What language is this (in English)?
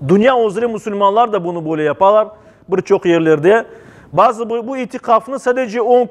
Crimean Tatar